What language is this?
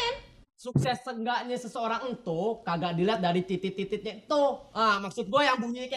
Betawi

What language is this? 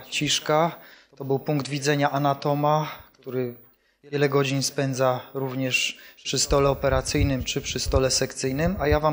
Polish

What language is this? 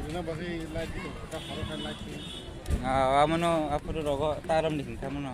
Kok Borok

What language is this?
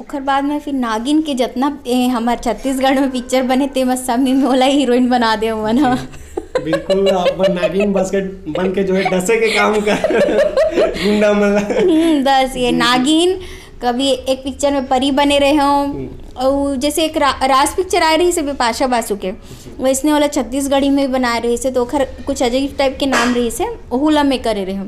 Chhattisgarhi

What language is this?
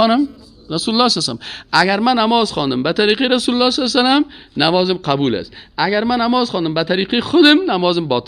Persian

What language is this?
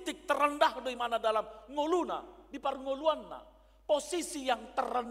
Batak Toba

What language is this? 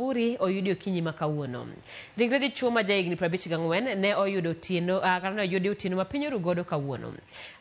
Luo (Kenya and Tanzania)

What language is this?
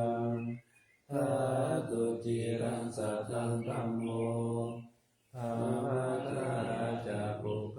Pali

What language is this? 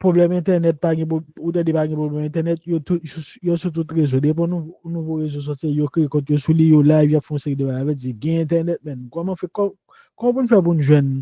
Haitian Creole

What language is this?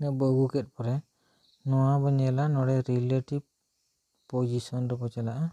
Santali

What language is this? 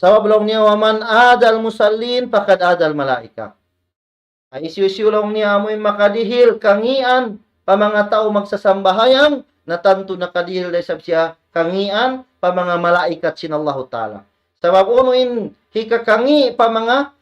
Tausug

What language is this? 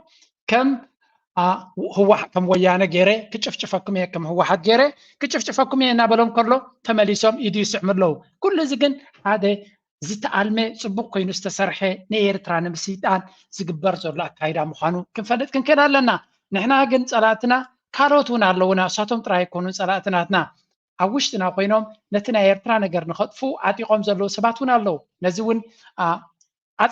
Tigrinya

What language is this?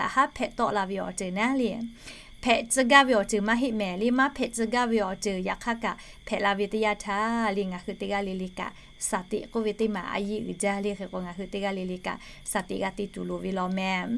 Lahu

